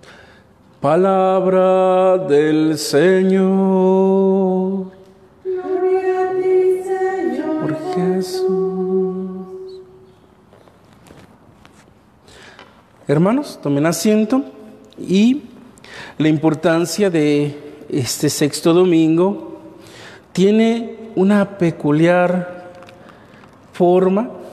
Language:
Spanish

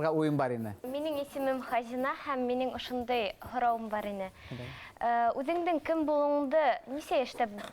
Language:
Bashkir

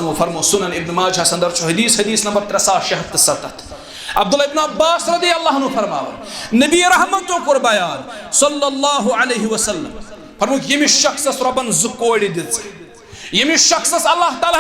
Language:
Kashmiri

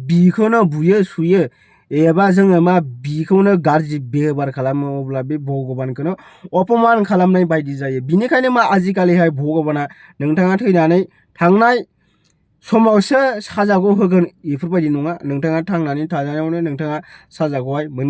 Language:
Bodo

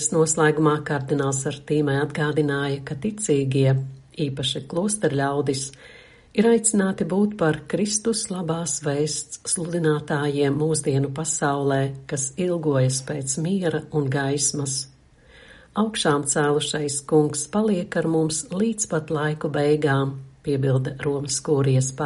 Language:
Latvian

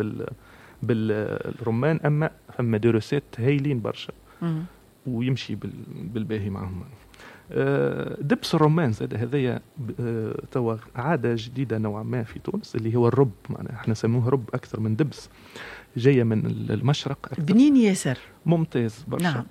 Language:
Tunisian Arabic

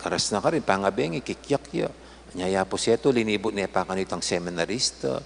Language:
Pampanga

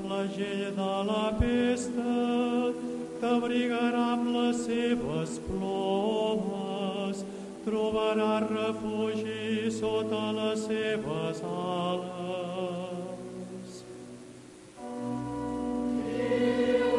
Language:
Catalan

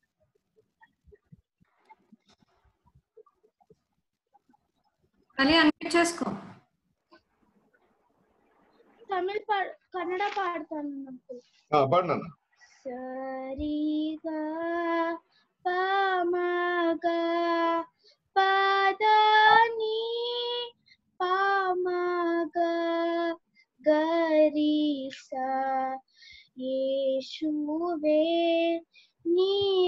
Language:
Telugu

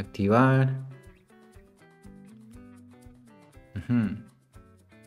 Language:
Spanish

